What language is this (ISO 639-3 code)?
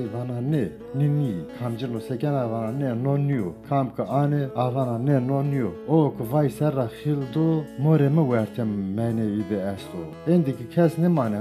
zza